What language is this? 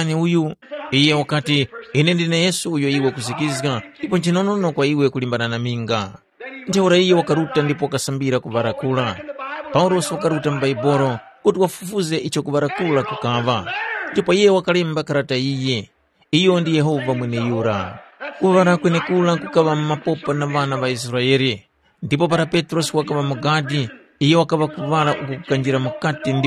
Tumbuka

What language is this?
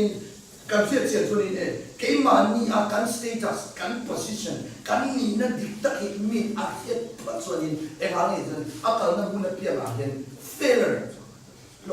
Mizo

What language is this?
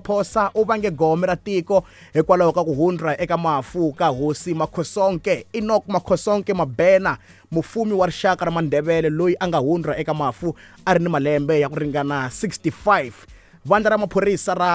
Tsonga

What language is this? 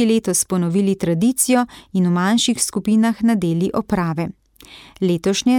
Slovenian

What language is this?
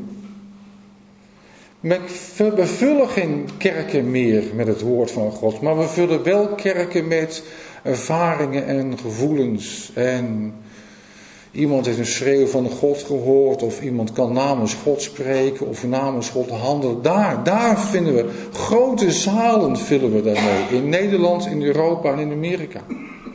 Dutch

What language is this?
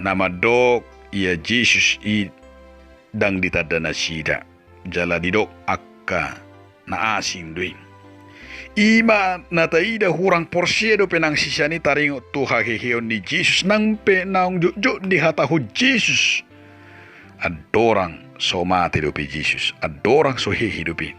Batak Toba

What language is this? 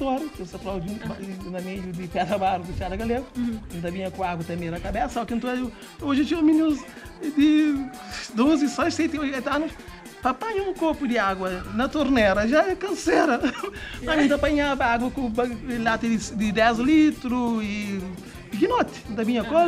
Kabuverdianu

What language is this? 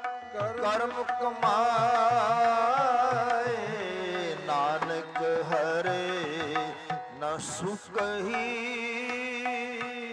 Punjabi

